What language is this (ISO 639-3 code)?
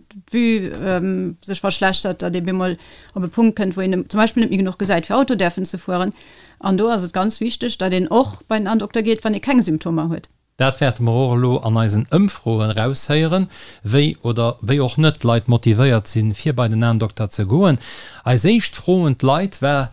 ltz